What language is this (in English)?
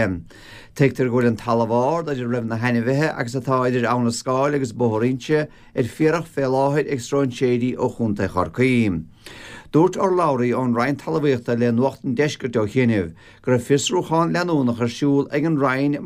Irish